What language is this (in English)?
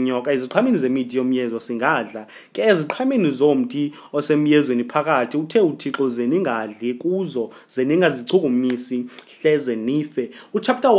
Xhosa